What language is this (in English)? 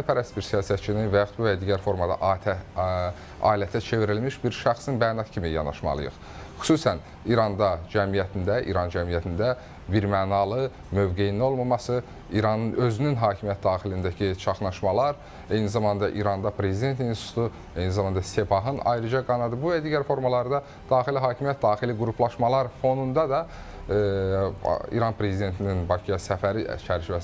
Azerbaijani